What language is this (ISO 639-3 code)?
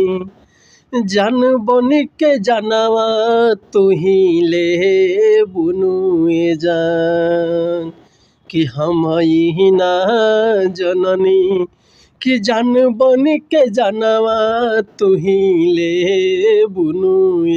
bho